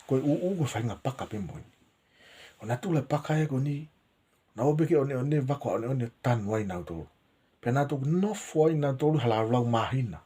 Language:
Tongan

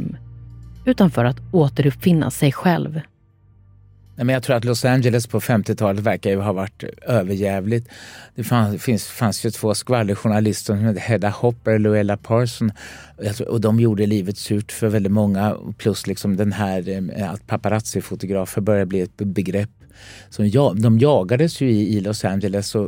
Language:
Swedish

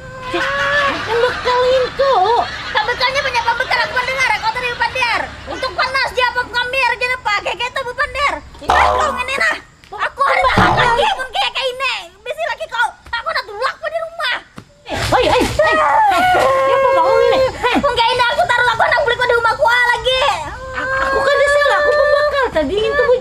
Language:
Banjar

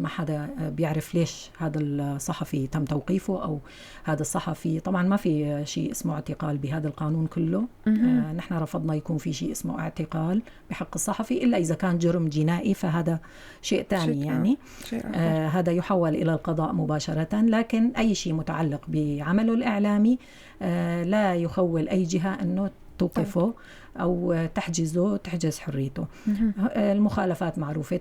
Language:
North Levantine Arabic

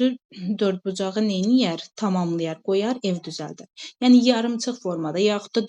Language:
Azerbaijani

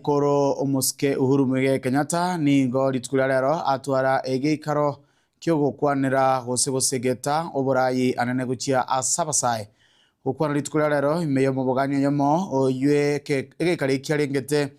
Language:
Gusii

